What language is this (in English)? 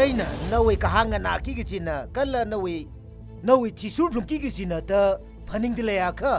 Tangkhul Naga (India)